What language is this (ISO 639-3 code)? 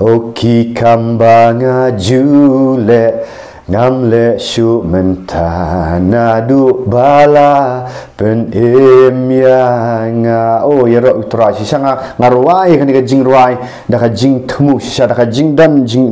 kha